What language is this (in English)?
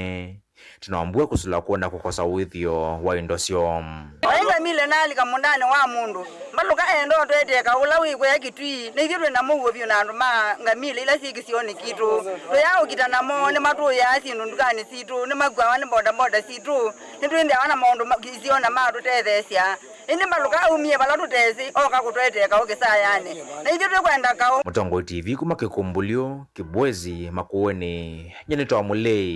Kamba